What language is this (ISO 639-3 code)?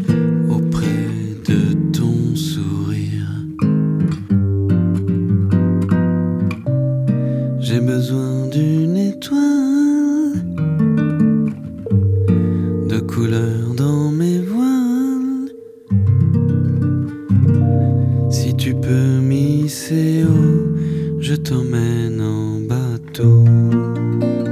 fra